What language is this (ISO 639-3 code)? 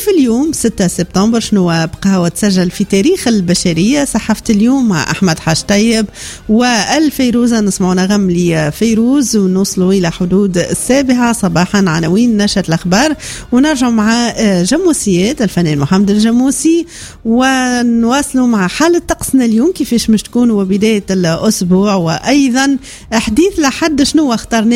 aeb